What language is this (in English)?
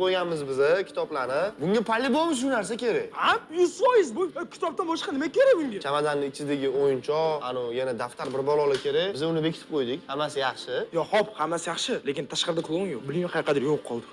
Uzbek